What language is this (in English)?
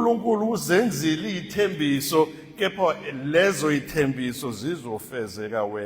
Zulu